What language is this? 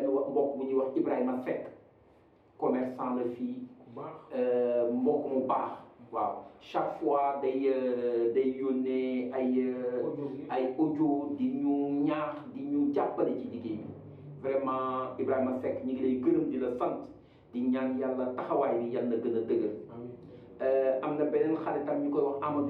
Wolof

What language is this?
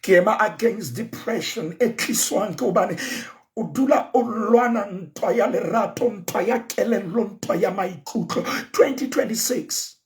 Southern Sotho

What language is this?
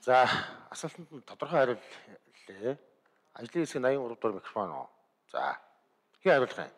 Mongolian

